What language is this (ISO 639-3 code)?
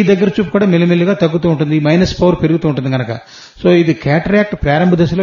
tel